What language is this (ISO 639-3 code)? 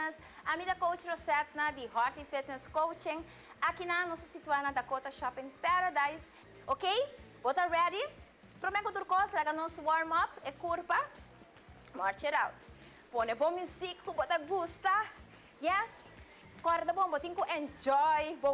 pap